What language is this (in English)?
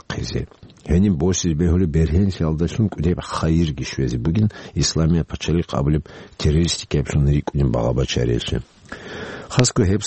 Avaric